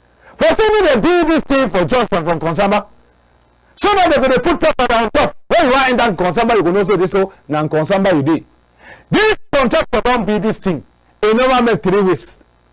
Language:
Cameroon Pidgin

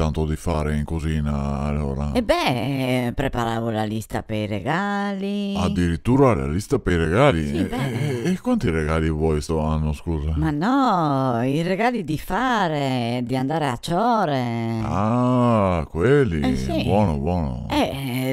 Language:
Venetian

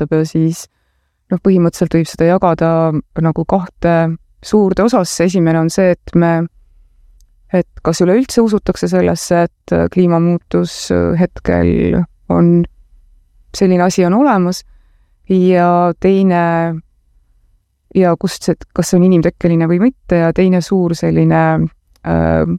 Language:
Estonian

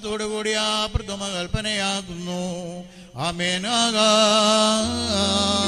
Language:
Malayalam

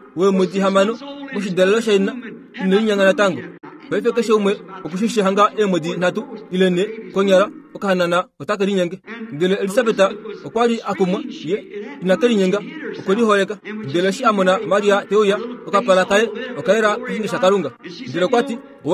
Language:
Kuanyama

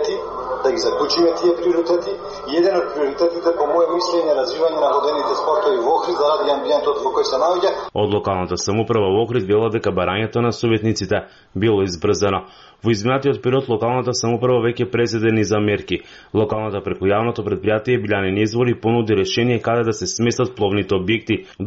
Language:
Macedonian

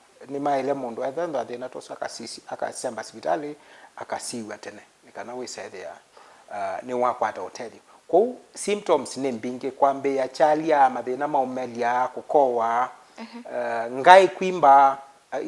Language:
Kamba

